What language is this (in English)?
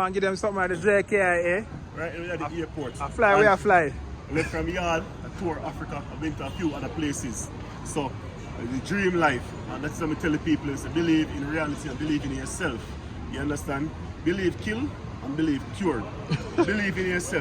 Jamaican Creole English